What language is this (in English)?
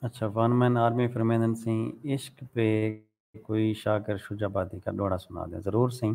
Saraiki